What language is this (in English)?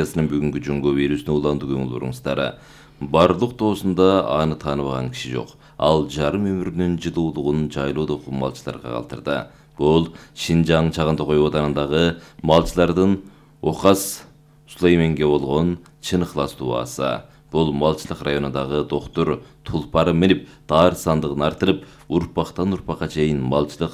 Kyrgyz